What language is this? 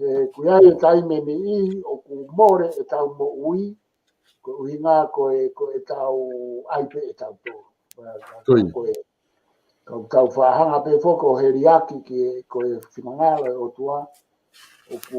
Tongan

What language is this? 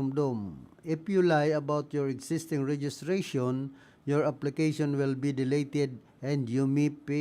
Bikol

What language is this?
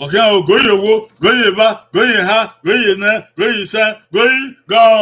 Bini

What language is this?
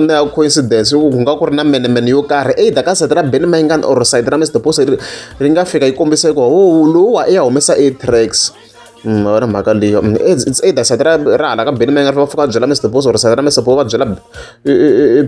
Tsonga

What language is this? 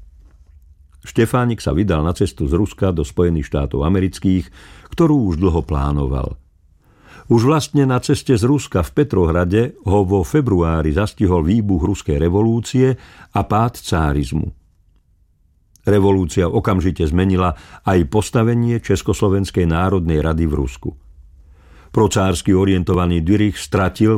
Slovak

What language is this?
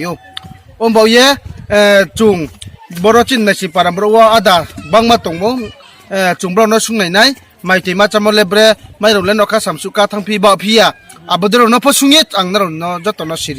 Riang (India)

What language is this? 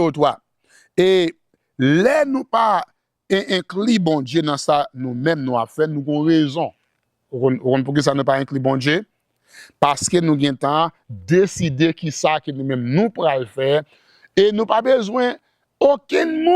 Haitian Creole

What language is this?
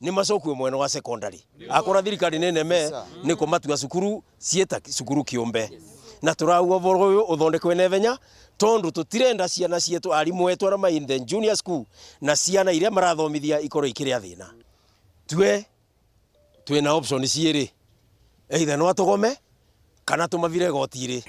Meru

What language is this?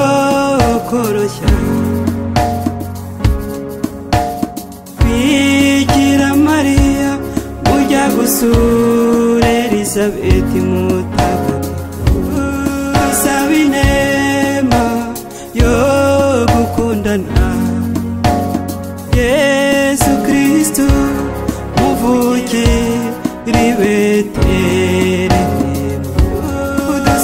Kinyarwanda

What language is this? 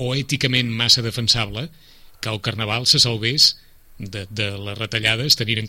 Catalan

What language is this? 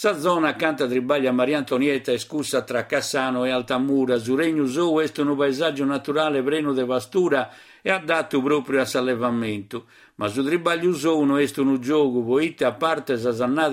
Sardinian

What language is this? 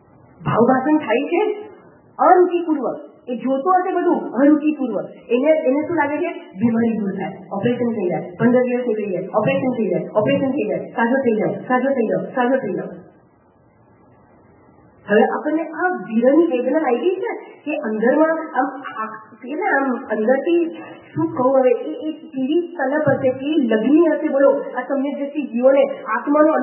Gujarati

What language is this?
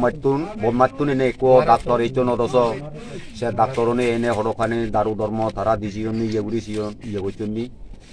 Chakma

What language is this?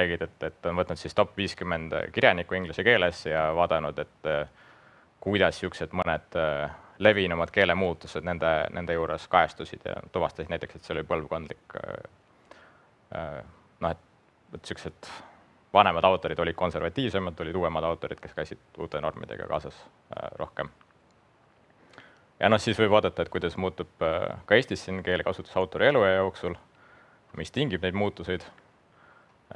Estonian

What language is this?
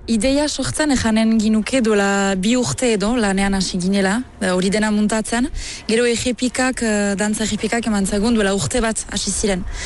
Basque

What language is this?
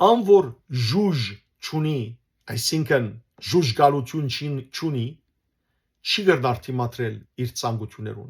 Western Armenian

